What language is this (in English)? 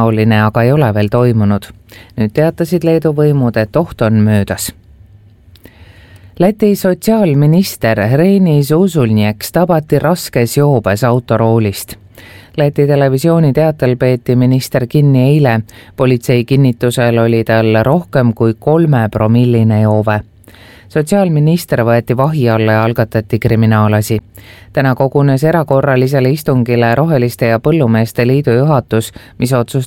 Estonian